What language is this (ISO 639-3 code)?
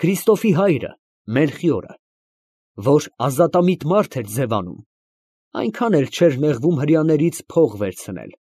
hye